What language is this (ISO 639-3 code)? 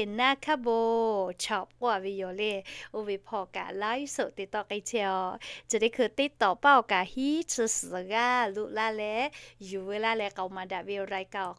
lhu